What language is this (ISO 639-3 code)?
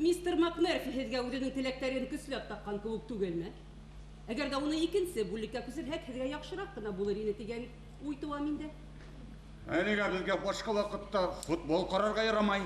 bak